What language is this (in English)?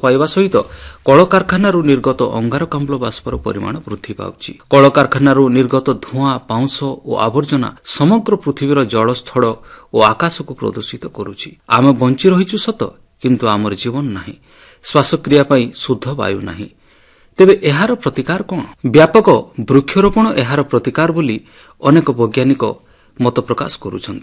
Odia